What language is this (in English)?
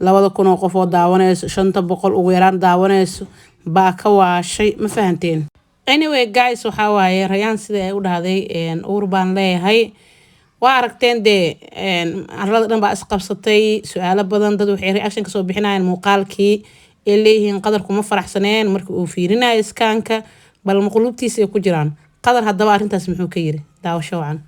Somali